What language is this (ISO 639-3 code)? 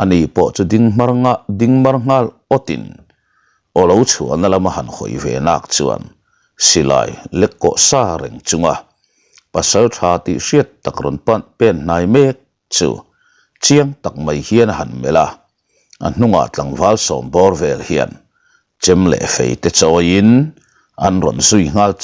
lus